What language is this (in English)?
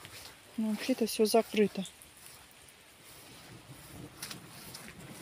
Russian